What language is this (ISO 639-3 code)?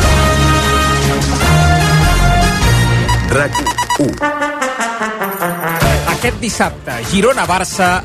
cat